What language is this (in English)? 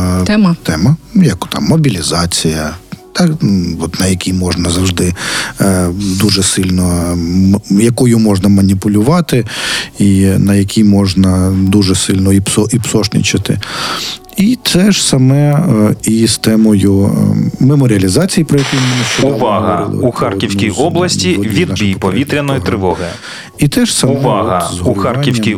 Ukrainian